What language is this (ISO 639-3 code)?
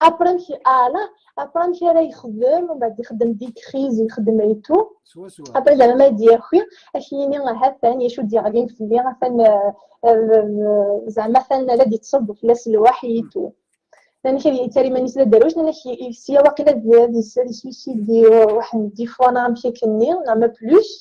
kab